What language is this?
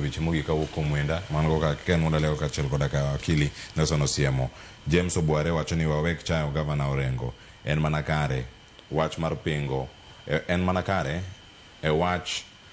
Luo (Kenya and Tanzania)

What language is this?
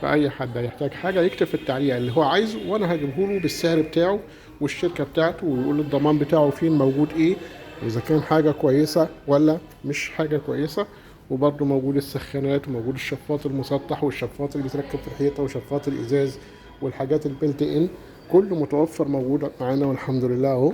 Egyptian Arabic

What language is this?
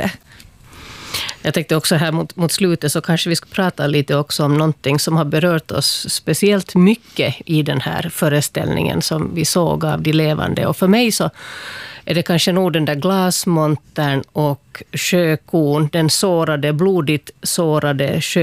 Swedish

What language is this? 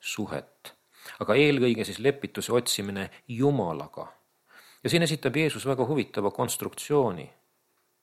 Estonian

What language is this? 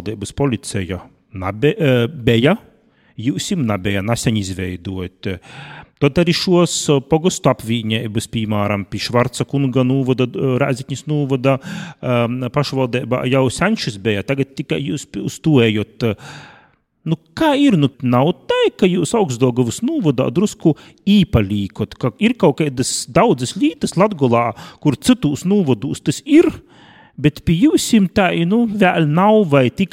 Latvian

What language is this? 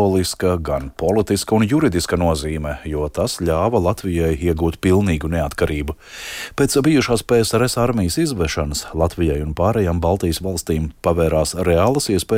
Latvian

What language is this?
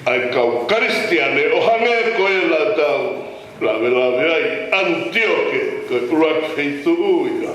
Tongan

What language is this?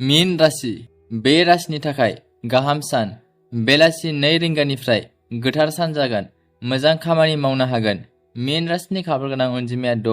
Bodo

